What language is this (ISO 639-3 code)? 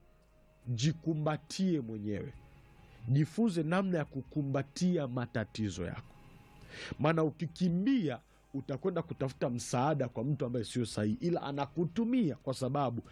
swa